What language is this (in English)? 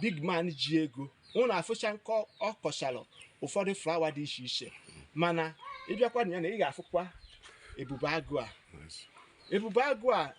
Igbo